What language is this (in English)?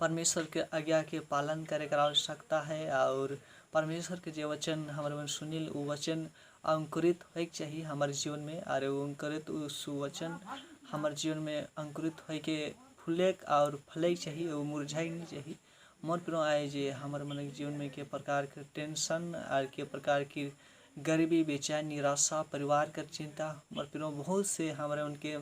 Sadri